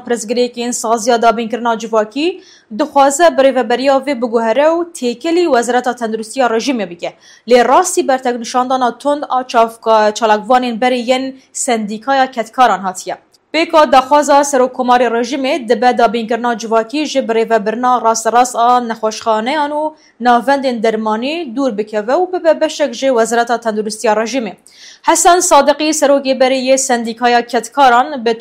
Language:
Kurdish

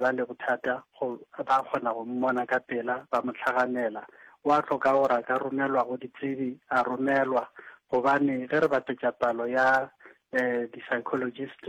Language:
Northern Sotho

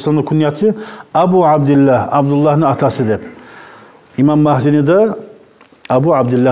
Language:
Kumyk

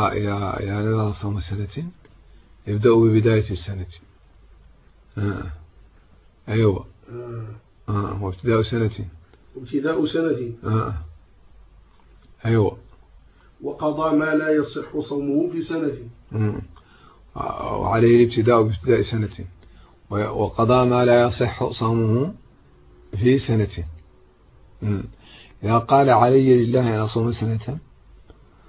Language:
Arabic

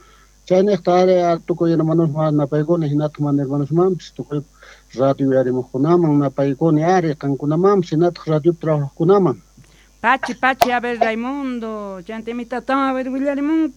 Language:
Quechua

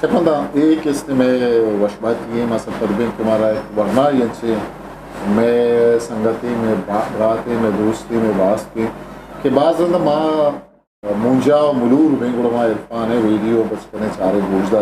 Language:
Eastern Balochi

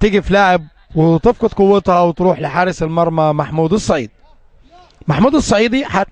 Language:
Egyptian Arabic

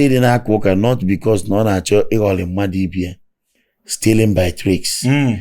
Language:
Igbo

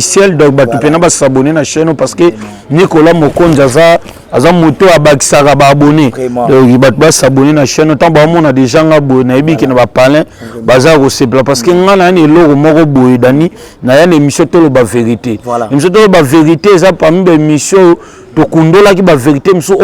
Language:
Lingala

